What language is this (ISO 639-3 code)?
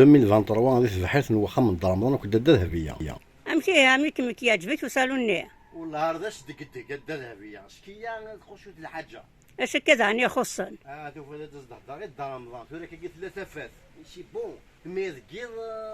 kab